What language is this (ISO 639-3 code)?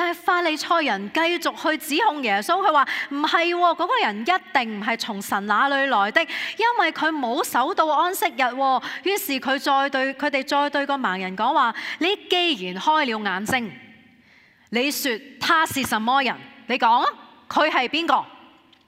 yue